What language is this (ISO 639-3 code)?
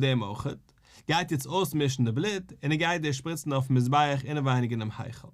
yid